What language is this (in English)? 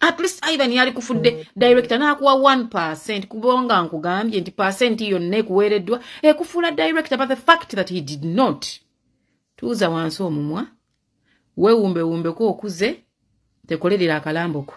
Ganda